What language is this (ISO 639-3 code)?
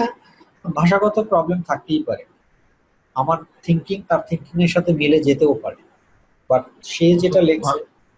ben